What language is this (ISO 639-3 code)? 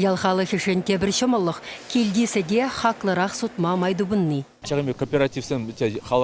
chv